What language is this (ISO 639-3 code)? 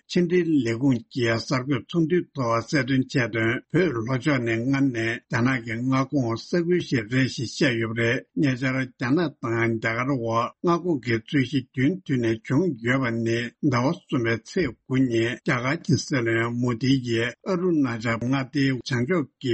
bod